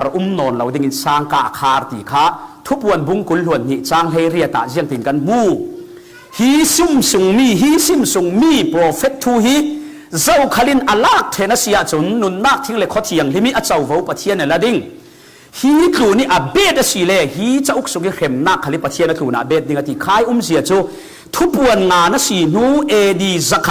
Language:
Falam Chin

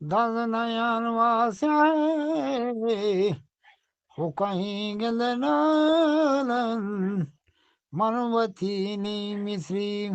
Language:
Eastern Balochi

